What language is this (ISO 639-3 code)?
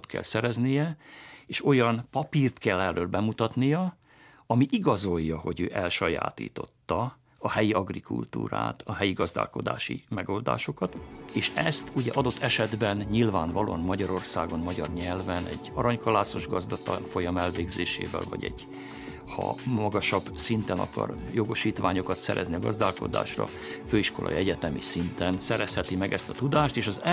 hun